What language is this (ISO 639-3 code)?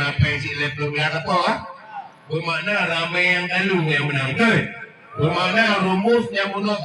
ace